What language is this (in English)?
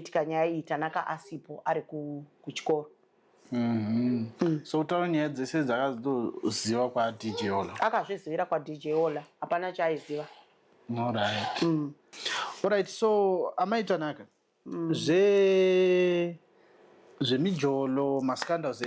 Shona